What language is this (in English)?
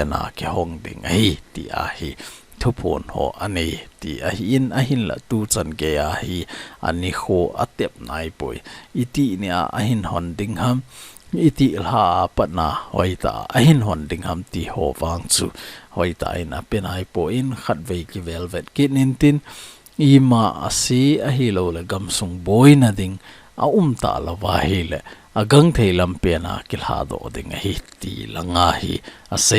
Thado Chin